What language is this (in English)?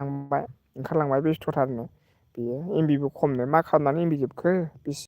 Bodo